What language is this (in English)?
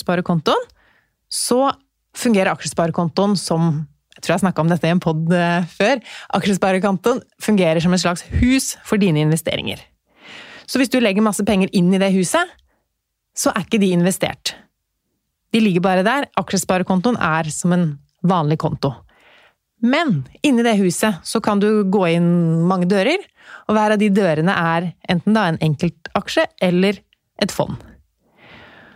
Norwegian